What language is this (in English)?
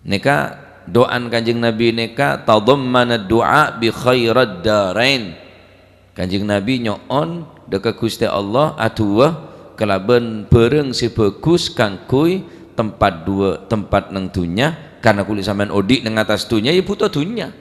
Madurese